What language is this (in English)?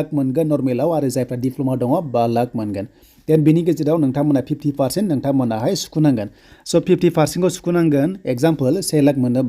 Bodo